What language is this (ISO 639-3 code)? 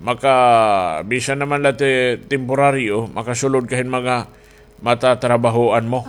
war